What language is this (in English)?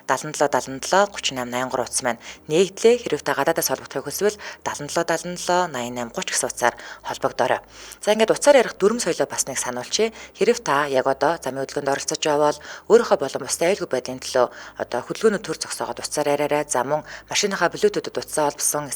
Mongolian